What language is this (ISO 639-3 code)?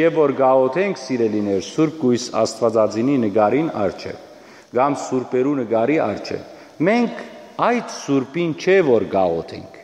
hyw